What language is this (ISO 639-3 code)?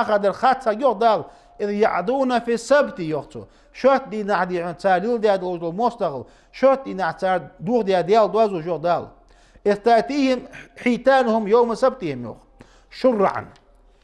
inh